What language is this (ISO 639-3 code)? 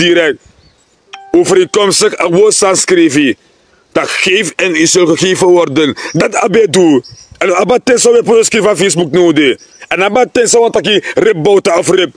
srn